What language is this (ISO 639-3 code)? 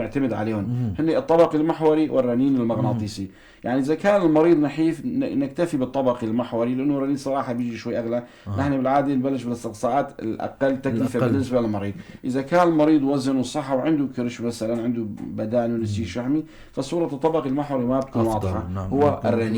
apc